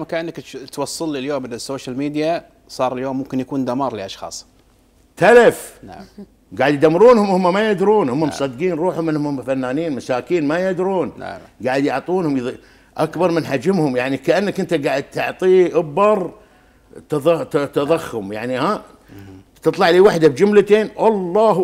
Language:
Gulf Arabic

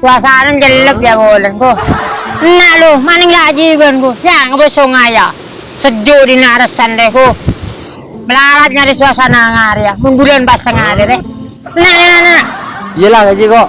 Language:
Madurese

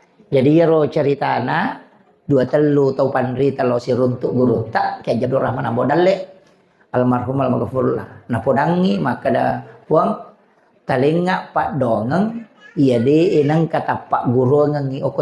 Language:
Buginese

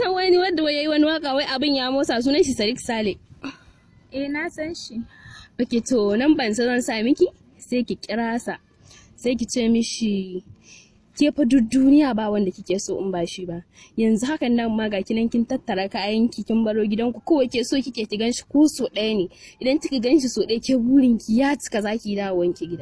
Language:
Hausa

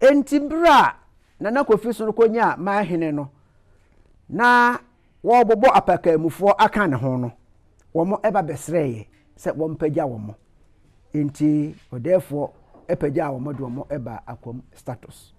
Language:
Akan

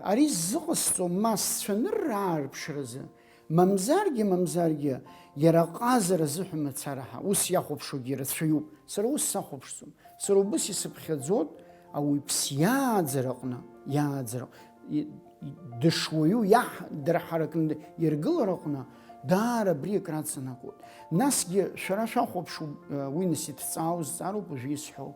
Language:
Abkhazian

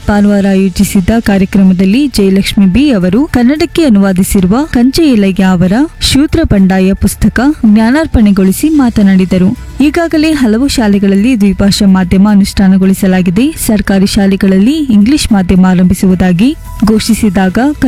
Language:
Kannada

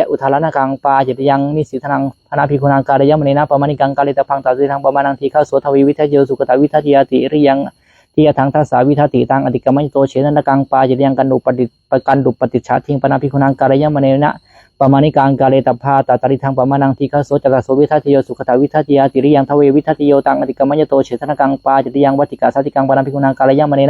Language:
Pali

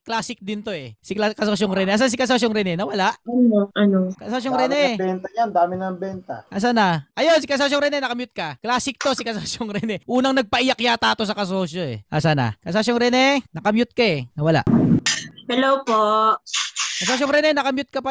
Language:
Filipino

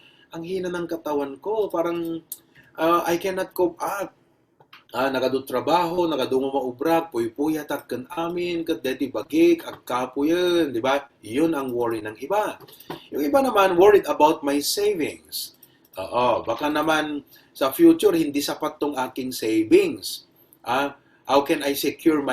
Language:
Iloko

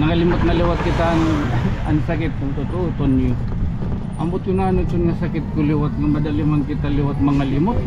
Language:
Waray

